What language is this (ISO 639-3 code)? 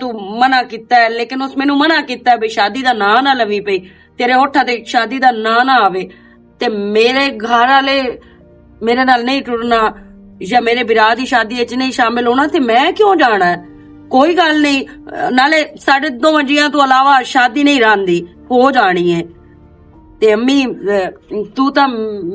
lah